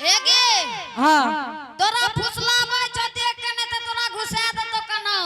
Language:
Angika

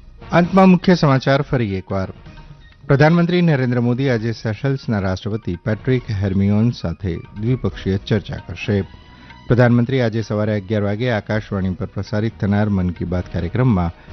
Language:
Gujarati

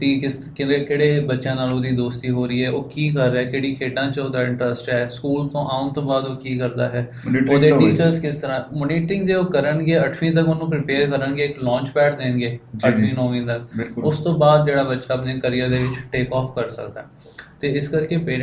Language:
Punjabi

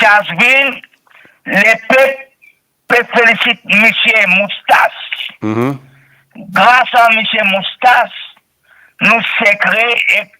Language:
Morisyen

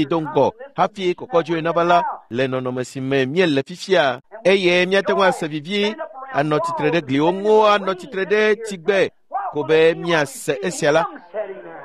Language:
Ewe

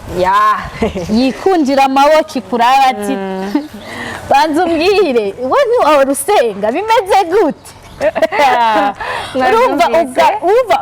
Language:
Rundi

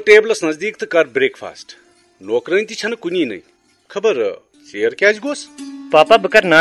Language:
Kashmiri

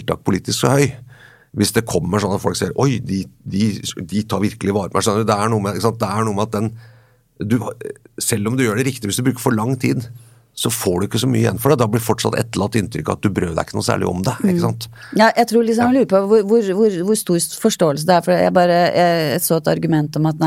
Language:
Norwegian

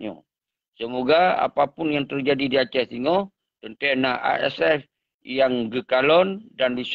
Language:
Achinese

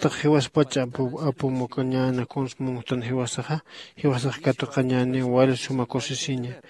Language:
Aymara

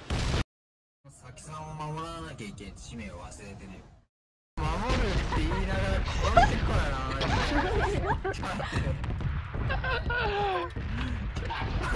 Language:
Japanese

